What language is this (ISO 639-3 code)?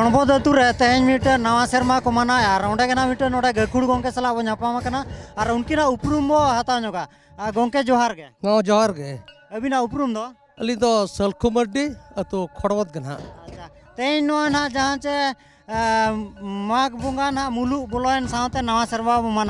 sat